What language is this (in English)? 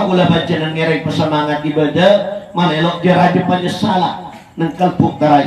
Madurese